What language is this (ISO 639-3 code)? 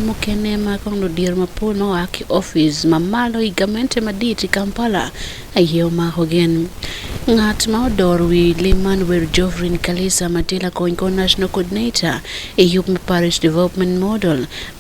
ach